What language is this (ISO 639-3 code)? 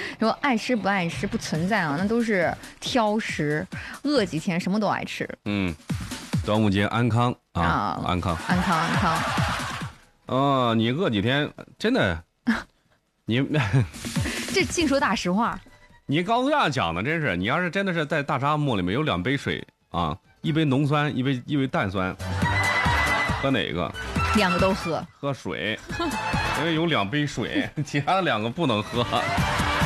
zho